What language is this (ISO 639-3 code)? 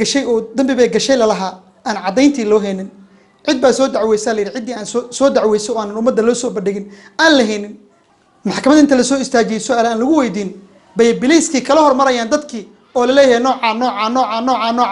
som